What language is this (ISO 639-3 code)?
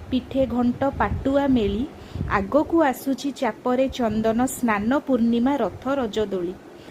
ori